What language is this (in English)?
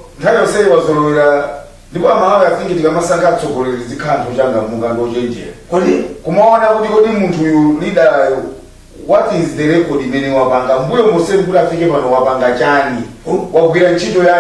Nyanja